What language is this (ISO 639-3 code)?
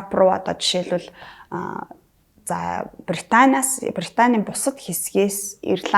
mon